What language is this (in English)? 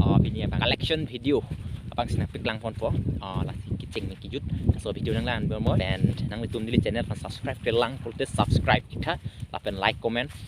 Karbi